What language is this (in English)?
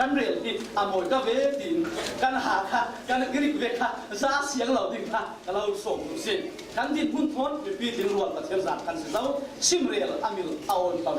Falam Chin